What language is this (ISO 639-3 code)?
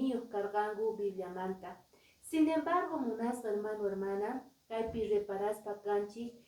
que